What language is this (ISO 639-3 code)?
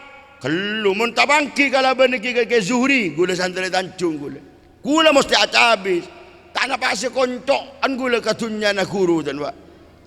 mad